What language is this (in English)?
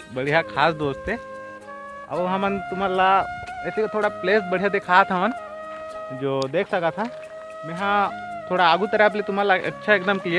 Chhattisgarhi